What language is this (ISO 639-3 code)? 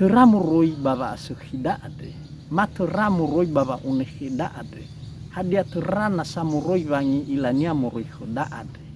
nia